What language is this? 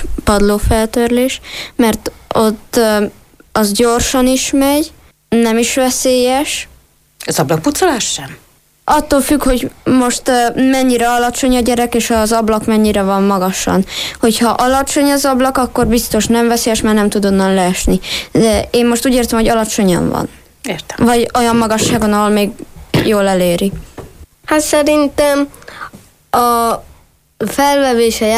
Hungarian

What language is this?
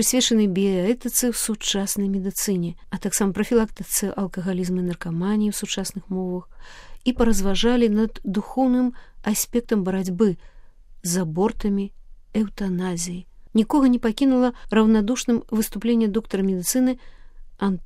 Belarusian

